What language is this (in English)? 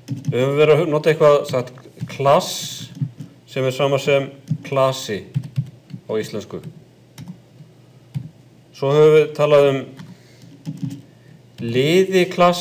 Icelandic